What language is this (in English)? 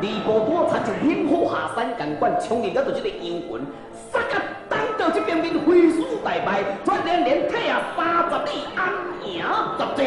Min Nan Chinese